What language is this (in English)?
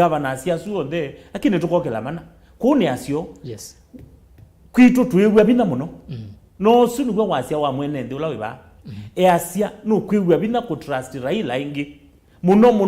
Kamba